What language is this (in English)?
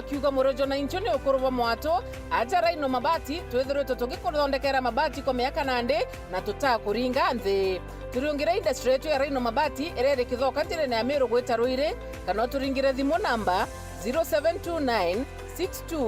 Meru